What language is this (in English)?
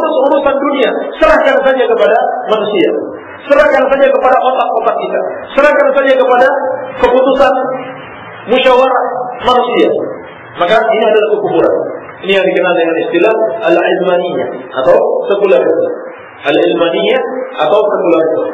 Indonesian